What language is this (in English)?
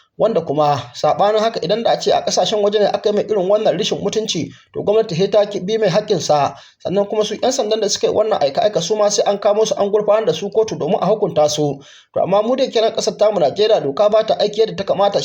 Hausa